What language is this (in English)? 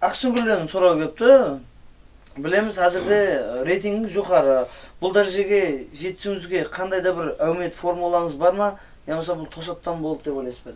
Kara-Kalpak